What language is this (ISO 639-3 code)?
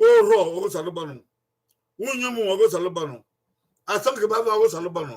bin